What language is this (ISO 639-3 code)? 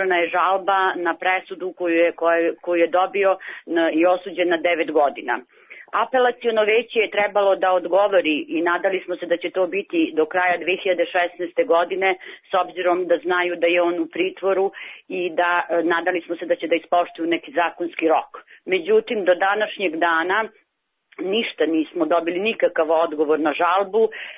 srp